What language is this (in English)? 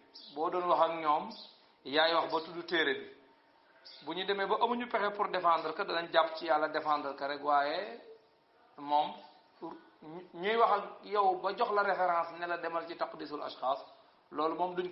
Wolof